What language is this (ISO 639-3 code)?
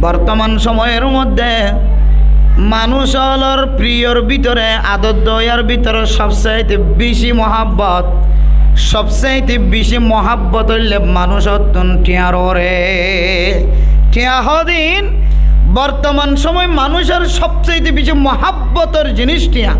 rhg